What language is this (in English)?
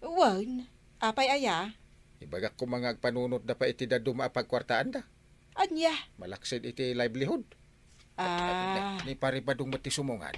Iloko